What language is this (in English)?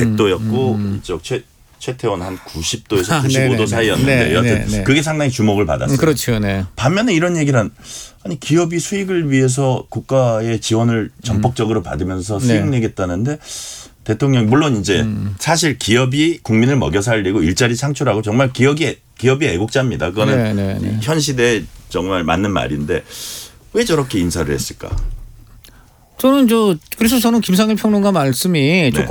Korean